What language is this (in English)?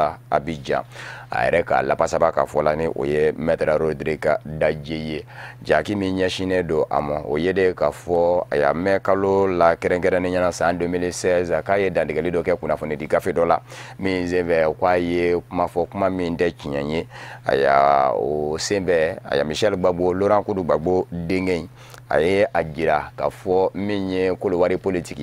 Bambara